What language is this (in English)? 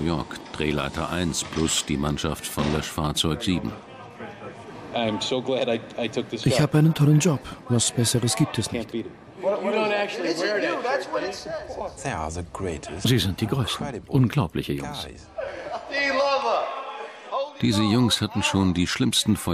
German